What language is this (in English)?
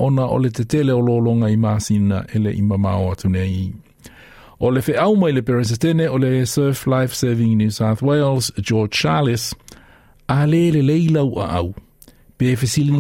Samoan